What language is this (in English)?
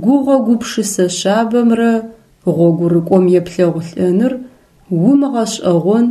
Adyghe